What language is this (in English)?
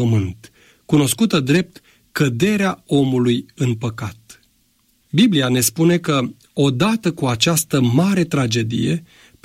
Romanian